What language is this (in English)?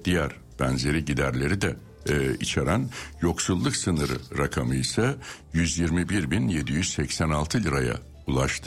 Turkish